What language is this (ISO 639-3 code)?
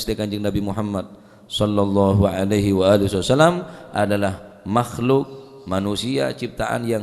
mad